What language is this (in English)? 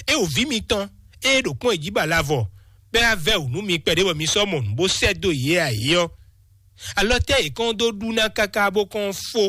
Fon